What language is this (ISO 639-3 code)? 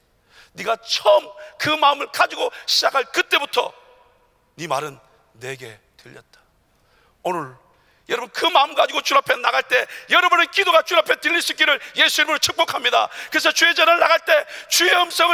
kor